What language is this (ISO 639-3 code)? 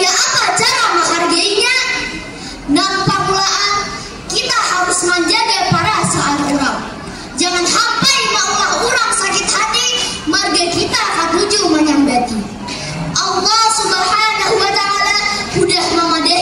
bjn